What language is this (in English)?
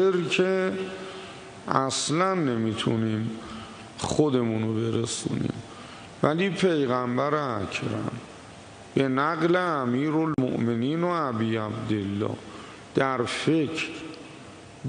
Persian